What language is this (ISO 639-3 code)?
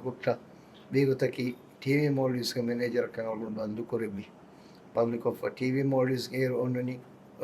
div